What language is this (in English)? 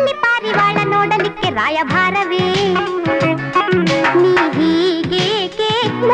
Kannada